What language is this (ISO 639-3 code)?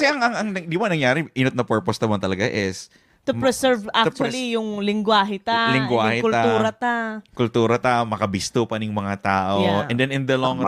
bik